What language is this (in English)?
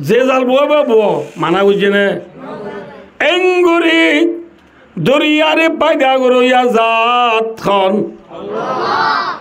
Rohingya